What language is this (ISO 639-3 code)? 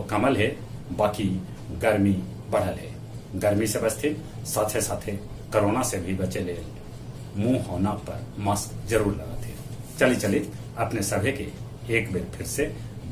mag